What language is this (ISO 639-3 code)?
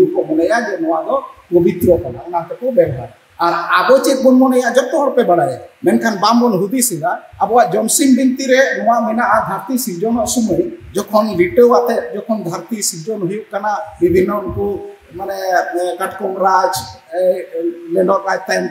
sat